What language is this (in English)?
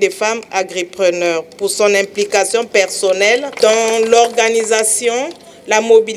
French